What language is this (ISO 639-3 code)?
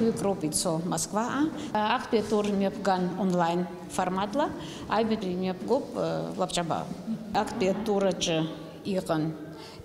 abk